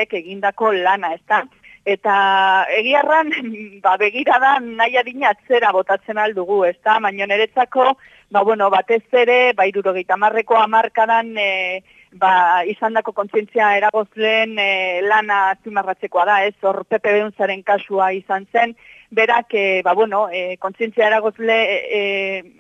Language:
Basque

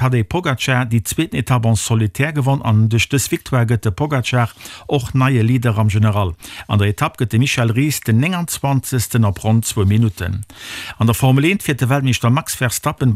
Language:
Luxembourgish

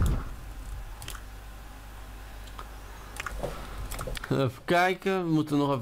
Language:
Dutch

